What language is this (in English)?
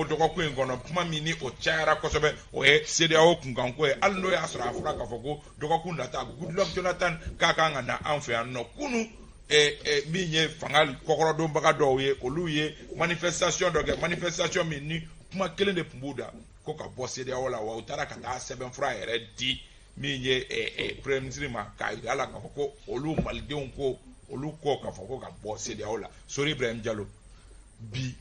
Bambara